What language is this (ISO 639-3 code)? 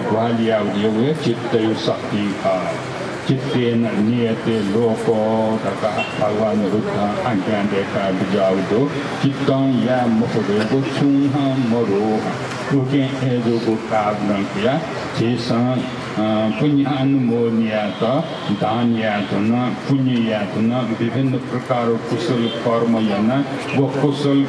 new